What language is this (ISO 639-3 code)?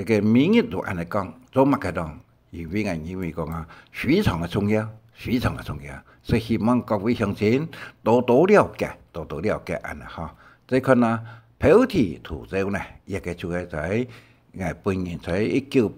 hak